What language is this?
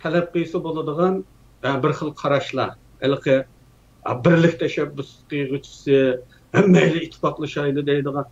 Uyghur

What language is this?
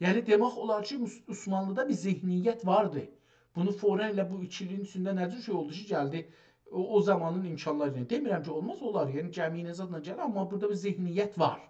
South Azerbaijani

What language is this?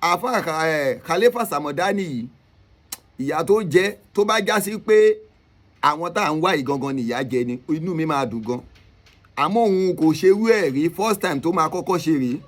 Yoruba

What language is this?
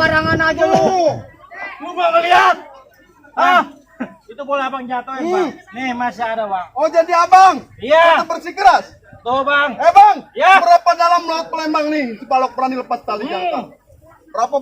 Betawi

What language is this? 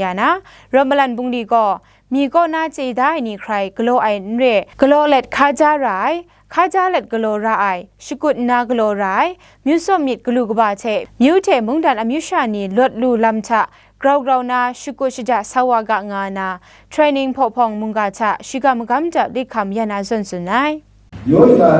Kachin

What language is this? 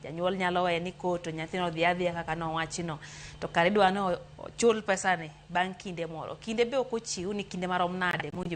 Luo (Kenya and Tanzania)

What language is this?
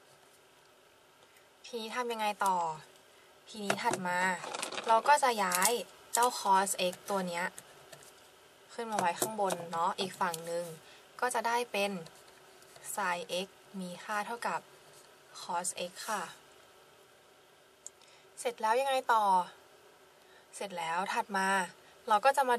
Thai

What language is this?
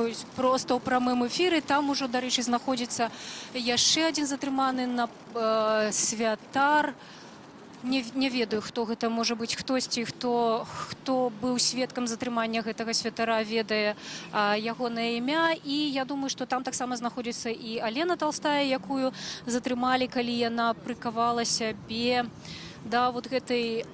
Belarusian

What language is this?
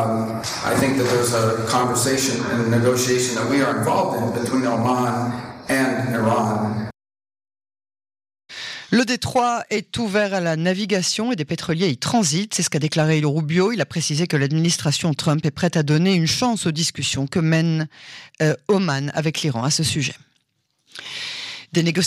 French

